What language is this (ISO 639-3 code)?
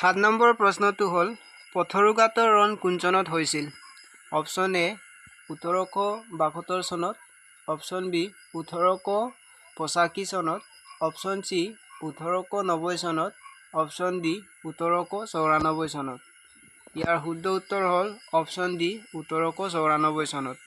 asm